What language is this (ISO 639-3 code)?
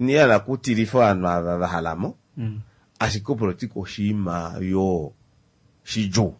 kua